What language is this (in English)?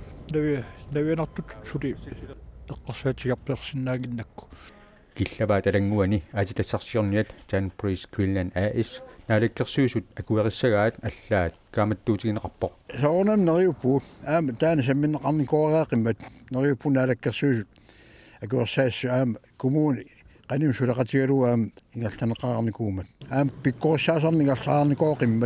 Kalaallisut